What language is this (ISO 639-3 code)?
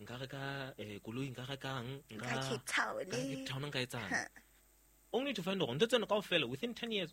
sot